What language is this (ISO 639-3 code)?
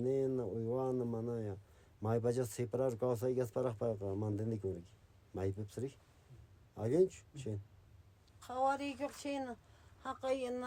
que